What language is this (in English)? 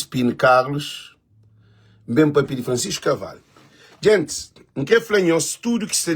Kabuverdianu